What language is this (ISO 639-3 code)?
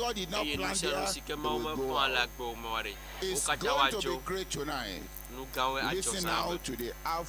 ewe